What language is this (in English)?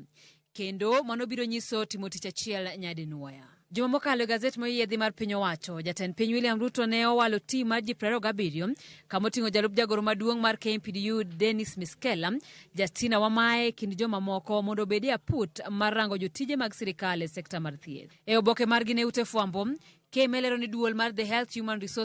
Luo (Kenya and Tanzania)